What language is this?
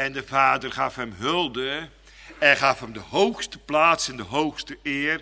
Dutch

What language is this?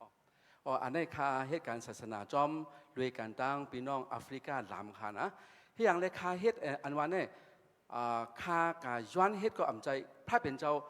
Shan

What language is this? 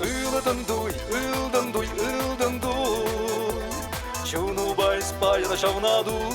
Chuvash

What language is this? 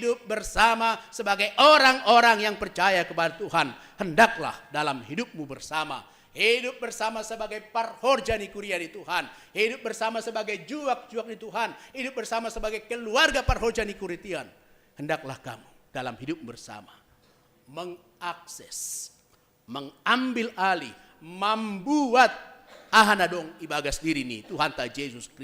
Batak Simalungun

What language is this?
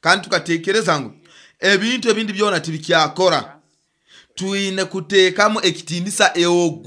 Nyoro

